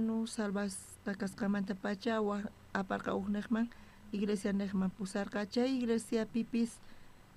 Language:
South Bolivian Quechua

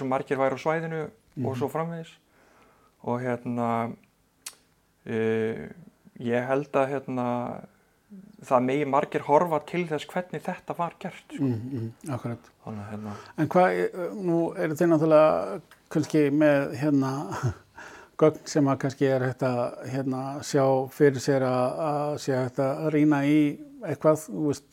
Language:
Icelandic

